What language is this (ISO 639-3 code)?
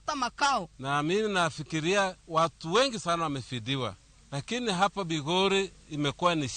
luo